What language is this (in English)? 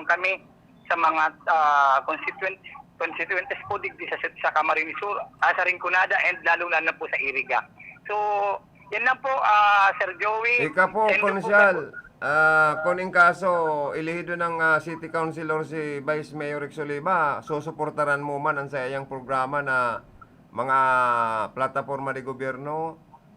Bikol